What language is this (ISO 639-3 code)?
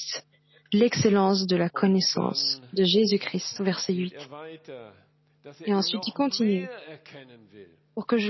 fra